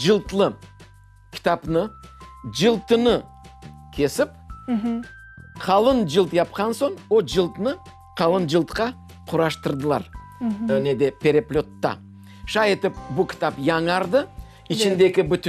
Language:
Crimean Tatar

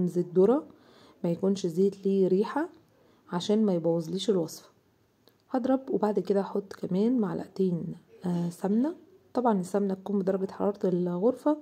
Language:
Egyptian Arabic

